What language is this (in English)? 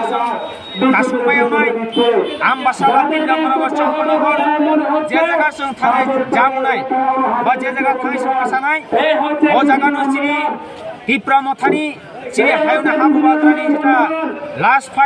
Kok Borok